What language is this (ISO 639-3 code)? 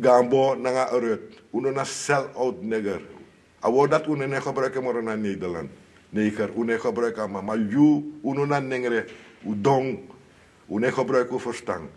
srn